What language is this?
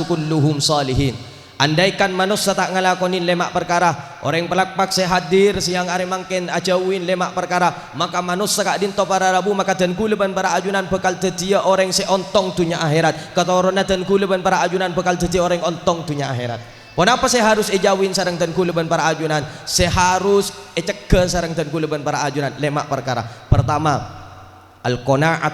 Madurese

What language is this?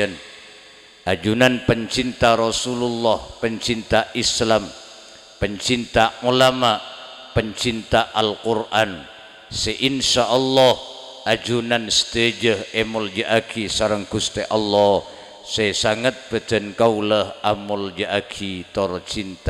Madurese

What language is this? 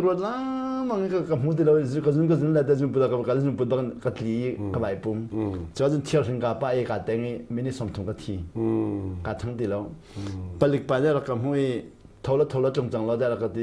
Hakha Chin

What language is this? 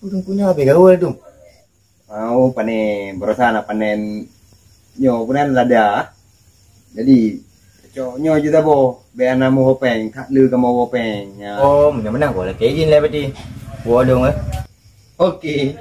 Achinese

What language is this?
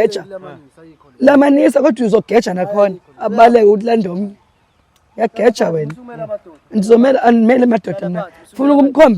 Zulu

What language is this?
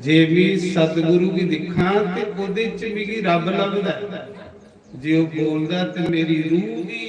Dogri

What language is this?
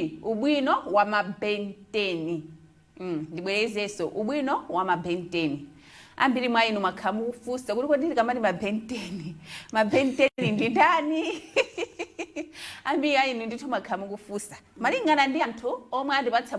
Nyanja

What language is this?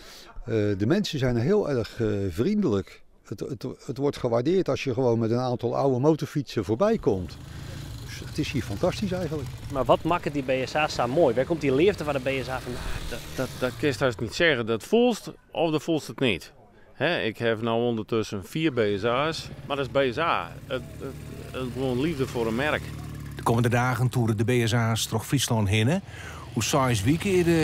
Western Frisian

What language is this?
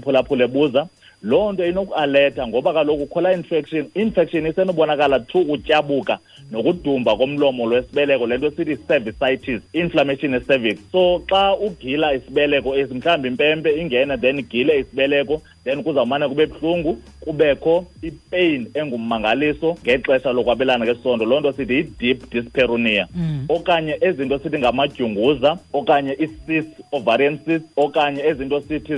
Xhosa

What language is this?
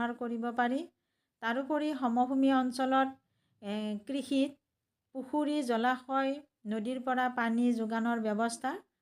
Assamese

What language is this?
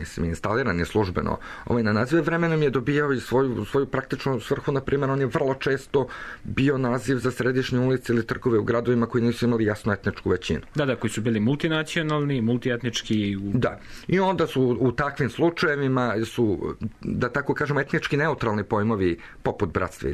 Serbian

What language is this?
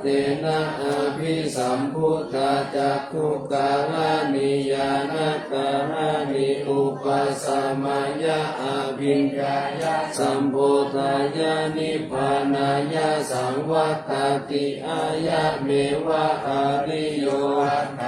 Pali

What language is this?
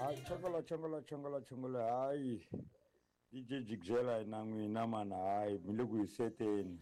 Tsonga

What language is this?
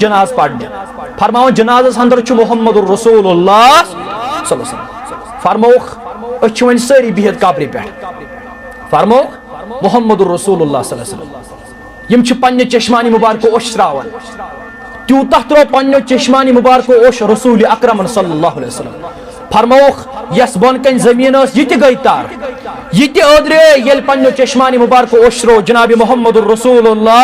Kashmiri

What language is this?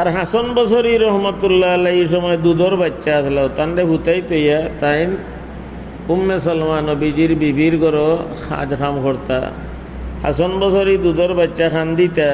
Sylheti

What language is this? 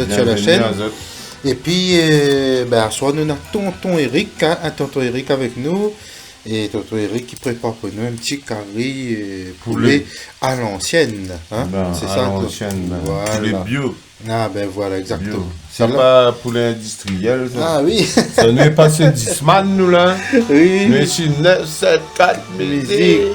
Réunion Creole French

